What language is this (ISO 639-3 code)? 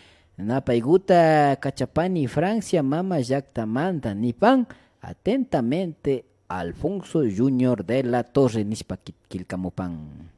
qvi